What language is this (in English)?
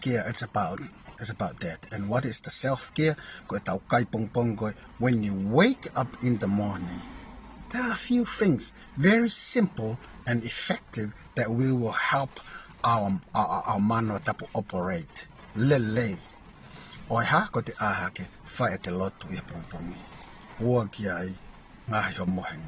Tongan